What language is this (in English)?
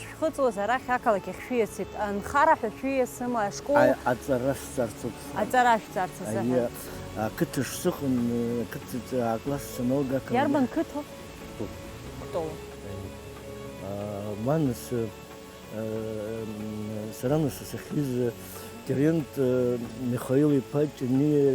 Abkhazian